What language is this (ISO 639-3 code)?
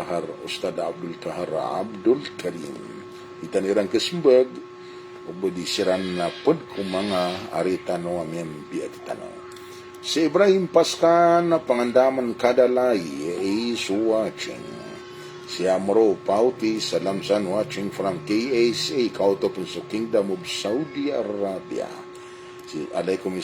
mrw